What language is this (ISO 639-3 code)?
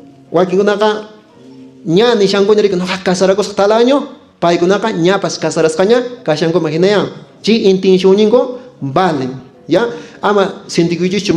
que